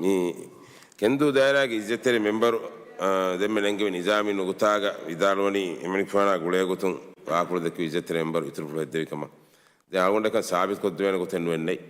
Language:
Divehi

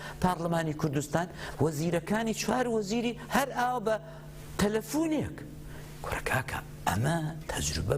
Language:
Central Kurdish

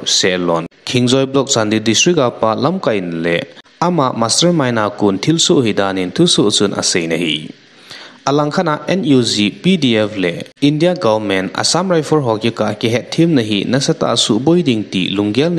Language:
Thado Chin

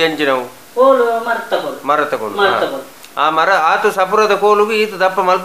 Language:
Tulu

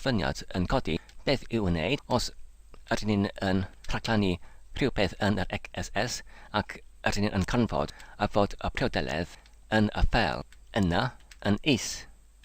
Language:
Welsh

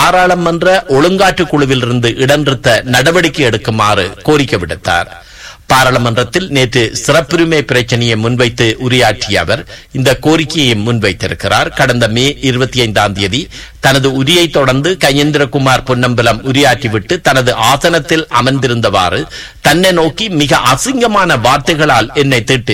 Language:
Tamil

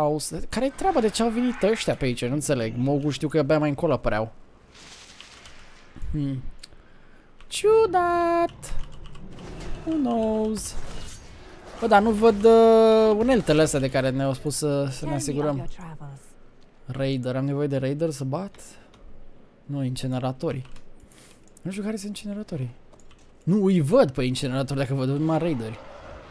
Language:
Romanian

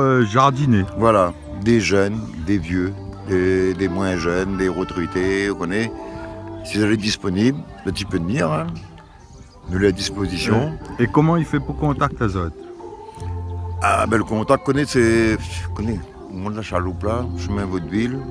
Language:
Réunion Creole French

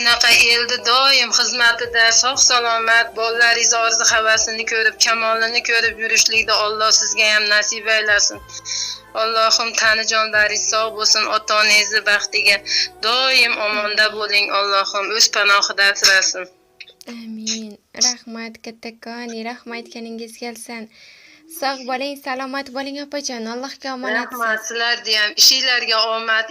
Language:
Uzbek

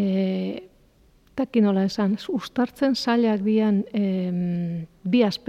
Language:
Basque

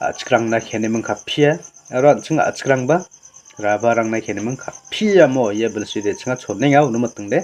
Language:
Garo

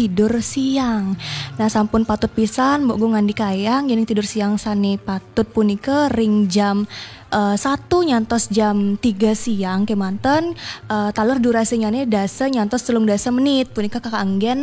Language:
Balinese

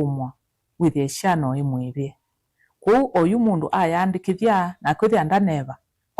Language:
Kamba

